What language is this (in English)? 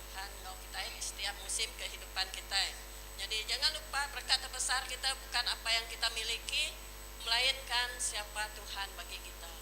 Iban